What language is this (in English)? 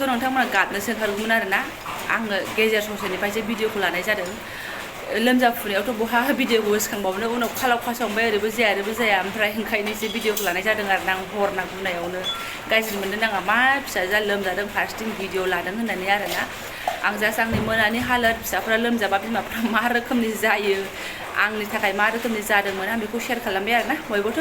Bodo